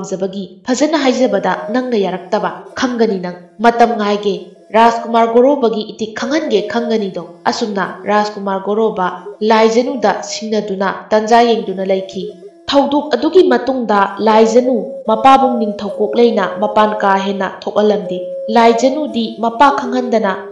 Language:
Manipuri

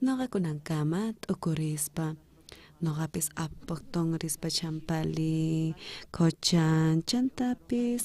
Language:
South Bolivian Quechua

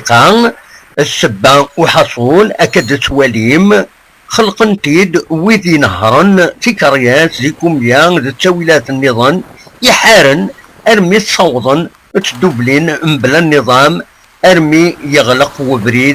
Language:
Kabyle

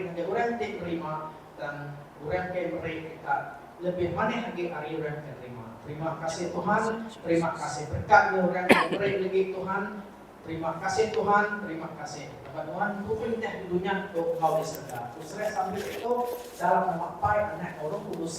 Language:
Iban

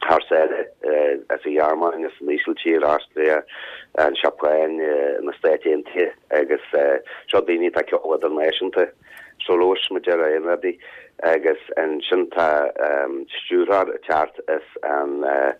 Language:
Irish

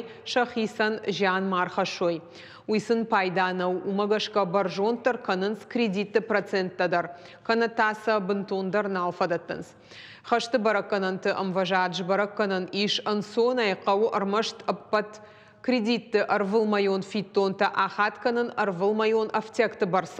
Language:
Ossetic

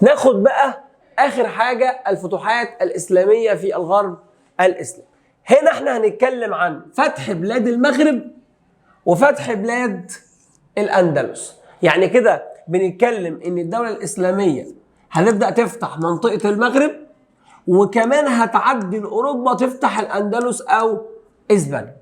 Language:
Egyptian Arabic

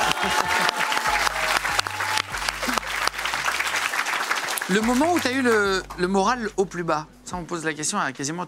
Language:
French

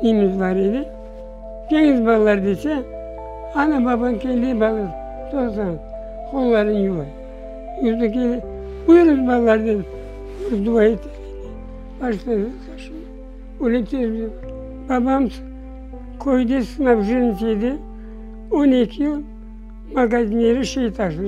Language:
Crimean Tatar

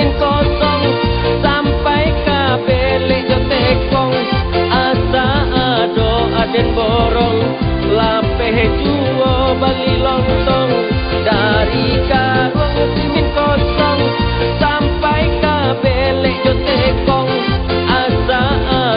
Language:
Minangkabau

